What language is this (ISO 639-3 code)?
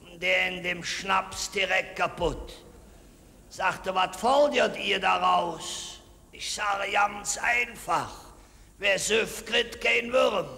ksh